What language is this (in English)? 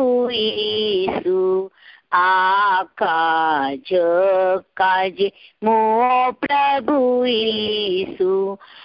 Gujarati